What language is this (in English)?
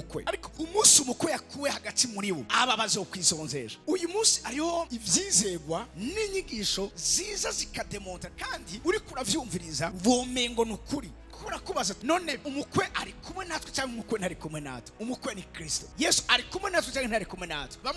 Rundi